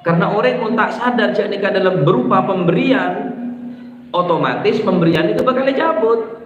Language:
Madurese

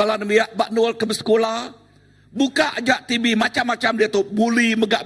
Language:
Iban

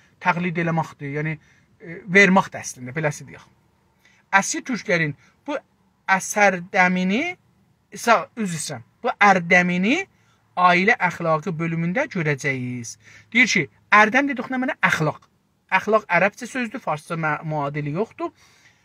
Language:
South Azerbaijani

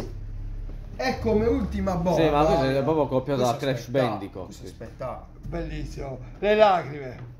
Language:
Italian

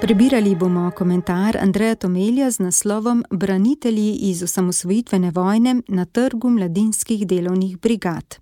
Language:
Slovenian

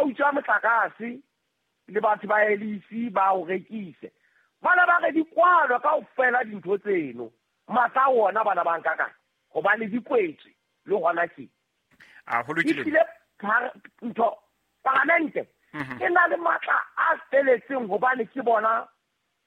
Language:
Southern Sotho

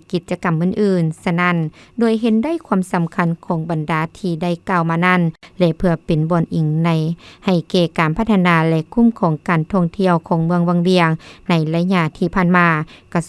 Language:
Lao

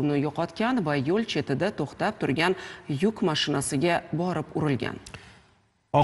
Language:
Uzbek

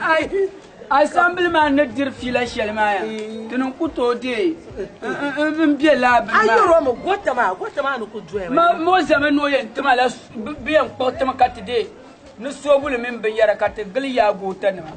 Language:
Dagbani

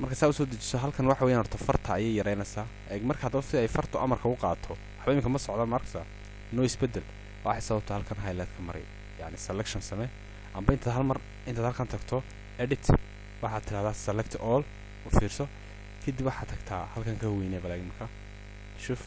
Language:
Somali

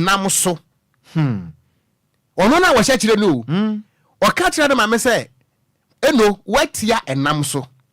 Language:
Akan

